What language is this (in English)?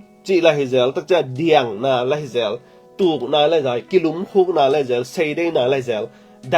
Tedim Chin